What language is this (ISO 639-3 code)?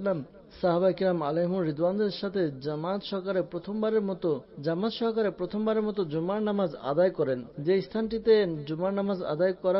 ben